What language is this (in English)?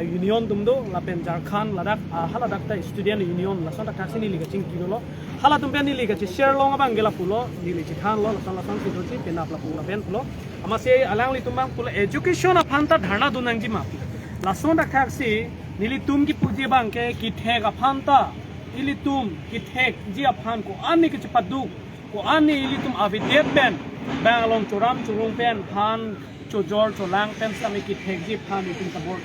Karbi